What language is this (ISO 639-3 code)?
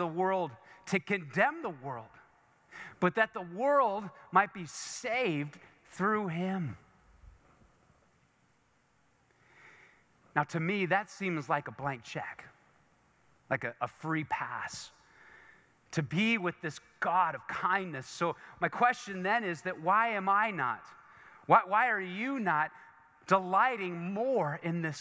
eng